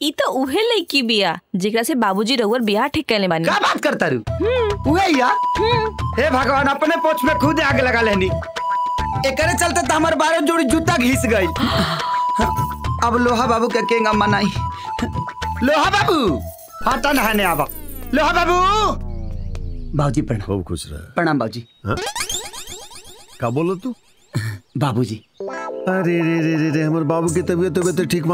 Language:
Bhojpuri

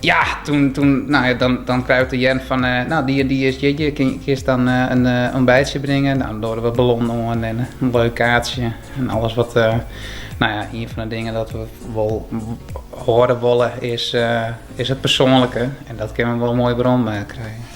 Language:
Western Frisian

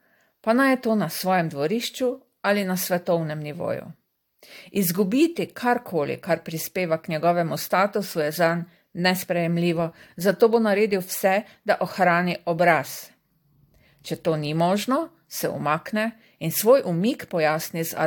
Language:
Slovenian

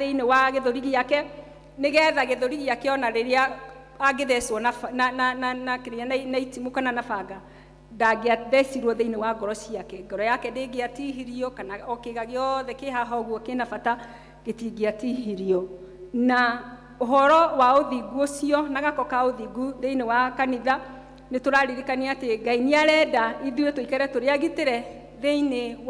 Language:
Kikuyu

